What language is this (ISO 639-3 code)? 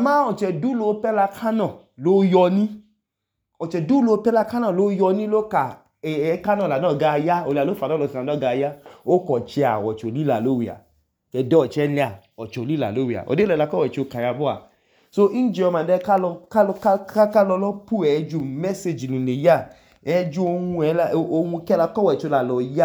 idu